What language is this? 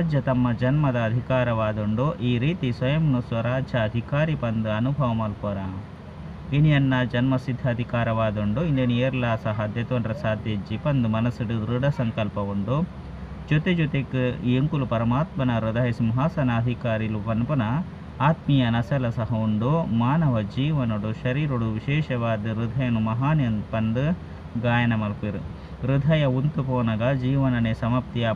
Tulu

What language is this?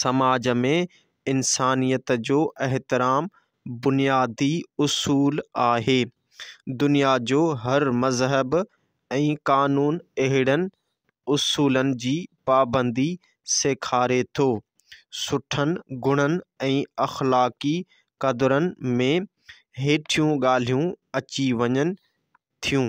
Sindhi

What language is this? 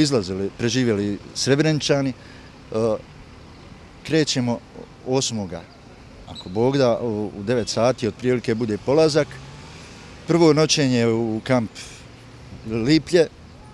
Bosnian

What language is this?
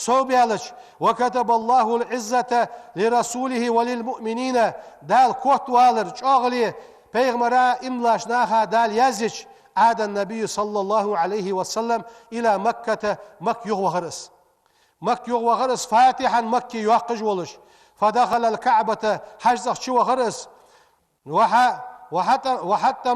Ingush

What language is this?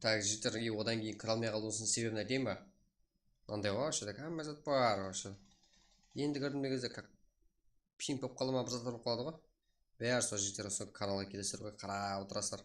Kara-Kalpak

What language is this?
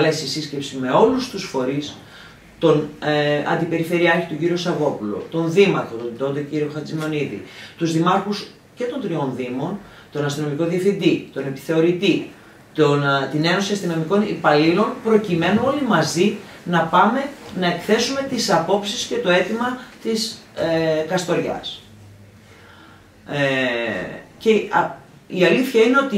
Greek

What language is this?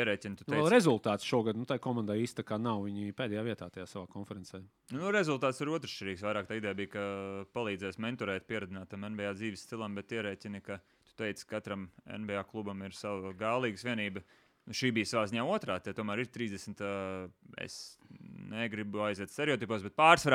Latvian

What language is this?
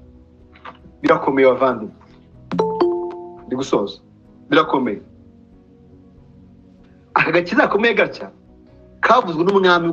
Kinyarwanda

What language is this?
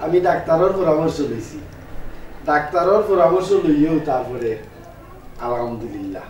Sylheti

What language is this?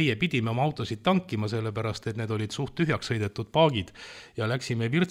Estonian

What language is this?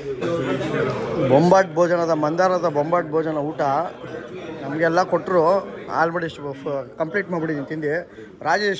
Kannada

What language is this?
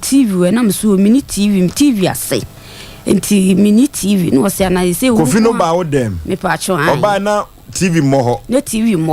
Akan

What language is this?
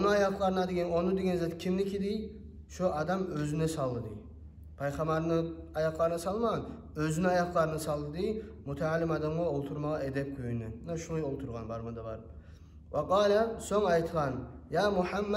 Kumyk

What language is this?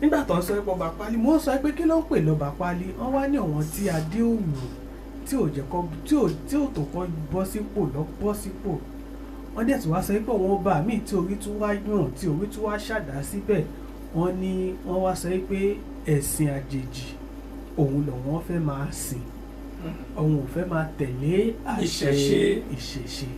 Yoruba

